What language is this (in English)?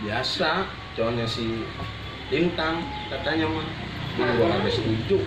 Betawi